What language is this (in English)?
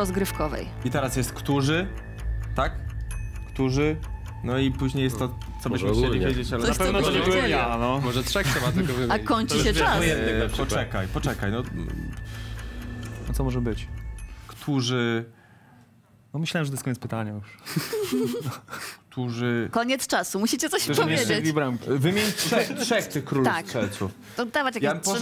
Polish